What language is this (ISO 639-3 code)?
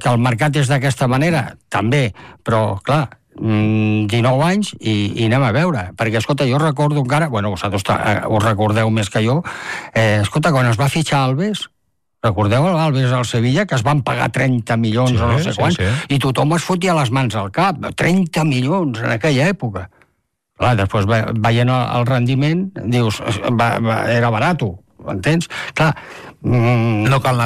cat